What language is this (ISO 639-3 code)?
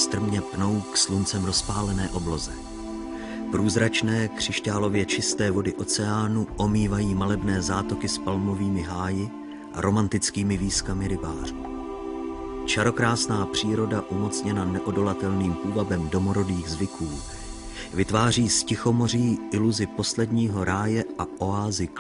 ces